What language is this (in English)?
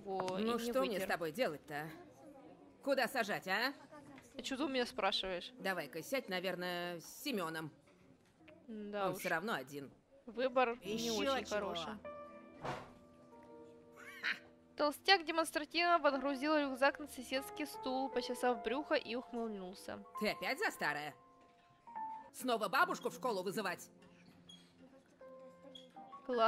Russian